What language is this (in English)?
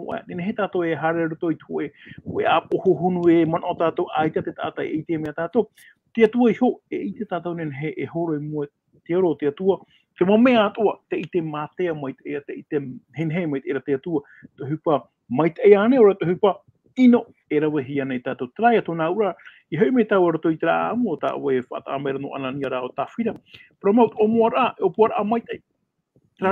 Tahitian